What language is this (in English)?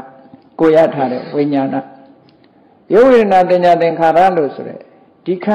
Burmese